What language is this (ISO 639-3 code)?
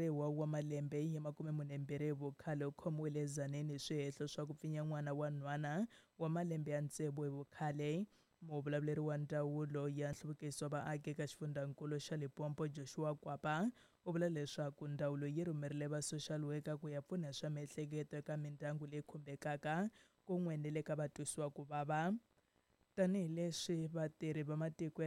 tso